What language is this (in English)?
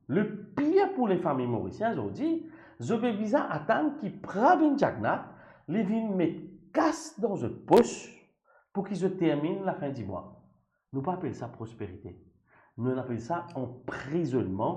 Morisyen